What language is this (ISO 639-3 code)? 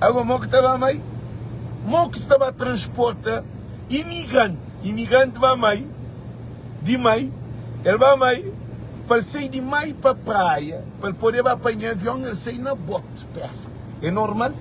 kea